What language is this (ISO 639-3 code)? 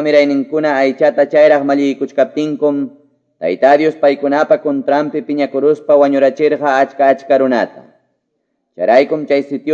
que